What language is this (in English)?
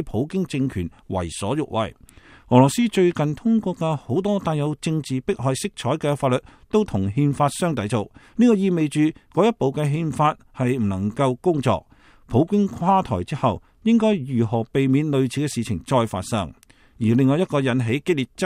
Cantonese